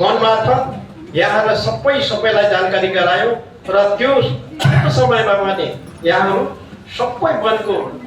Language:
Nepali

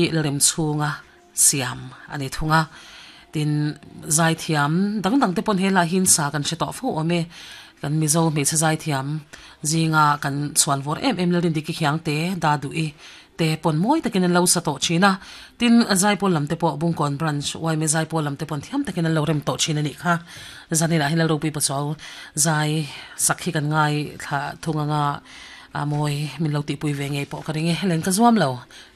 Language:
Mizo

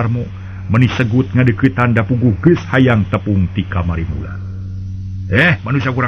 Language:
Sundanese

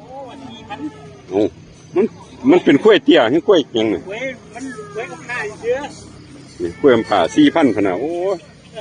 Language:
Northeastern Thai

